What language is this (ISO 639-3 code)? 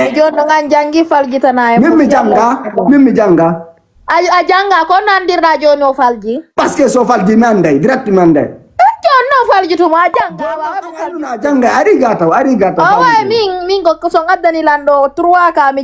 ful